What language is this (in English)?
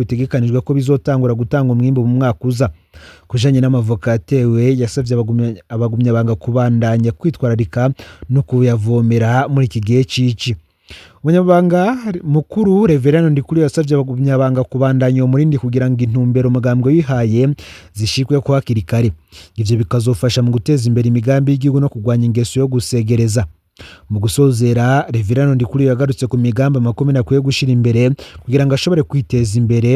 Rundi